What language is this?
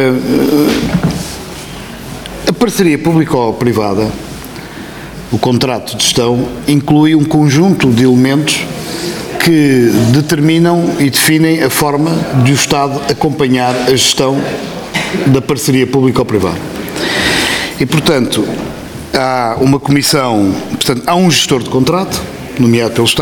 Portuguese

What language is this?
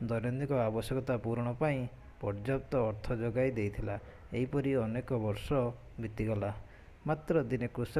Odia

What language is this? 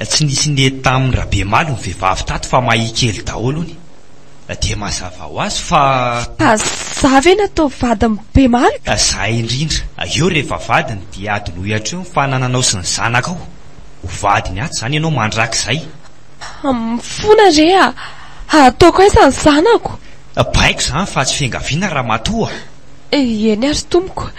Malagasy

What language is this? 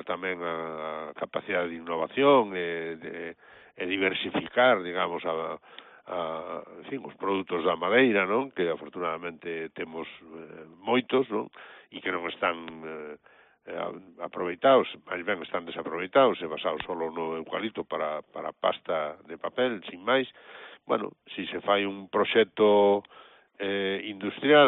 Galician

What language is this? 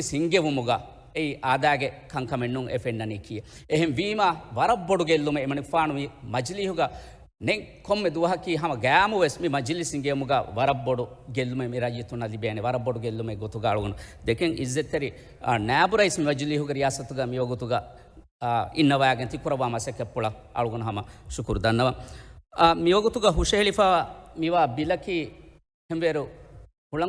Divehi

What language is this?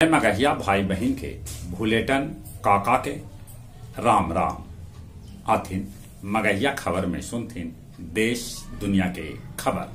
Magahi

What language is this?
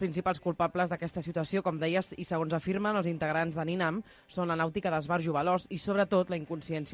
Catalan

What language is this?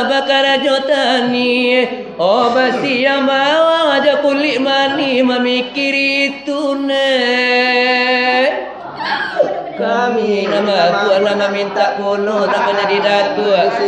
Minangkabau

